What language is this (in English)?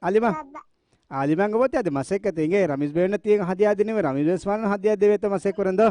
Divehi